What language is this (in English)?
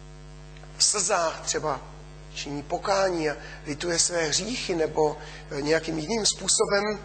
Czech